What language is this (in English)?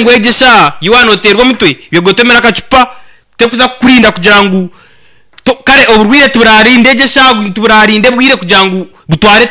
Nyankole